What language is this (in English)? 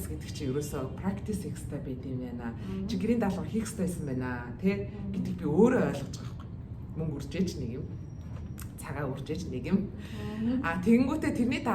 Mongolian